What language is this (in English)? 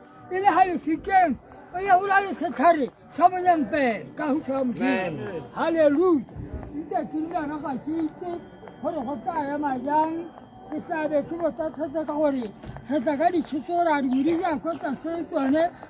Tswana